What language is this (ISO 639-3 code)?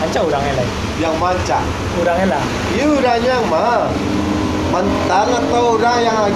min